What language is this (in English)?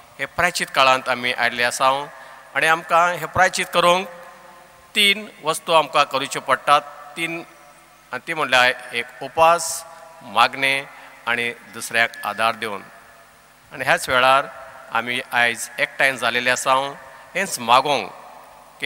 Konkani